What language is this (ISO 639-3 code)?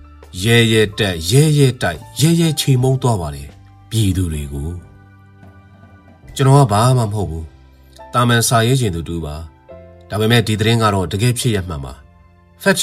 mya